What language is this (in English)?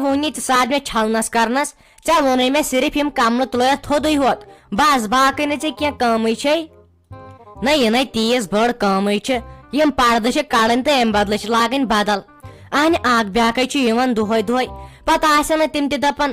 Kashmiri